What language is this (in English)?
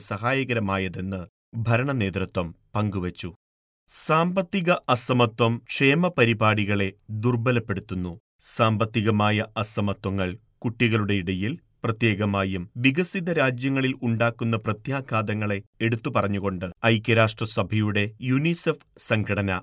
Malayalam